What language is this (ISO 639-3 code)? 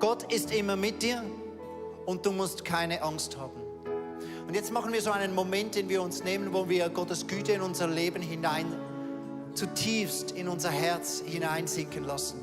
gsw